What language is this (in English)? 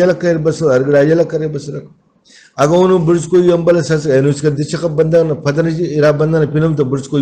Brahui